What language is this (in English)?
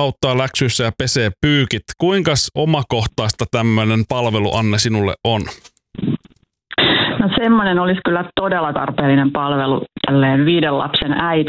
Finnish